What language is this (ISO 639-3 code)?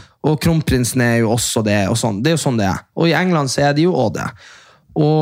nor